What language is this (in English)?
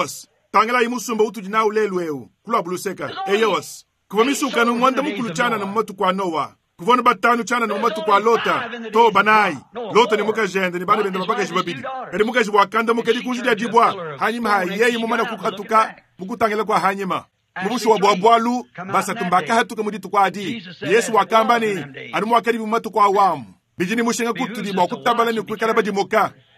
Luba-Lulua